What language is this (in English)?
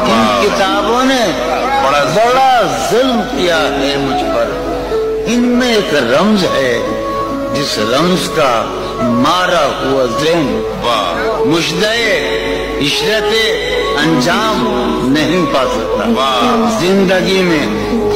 Urdu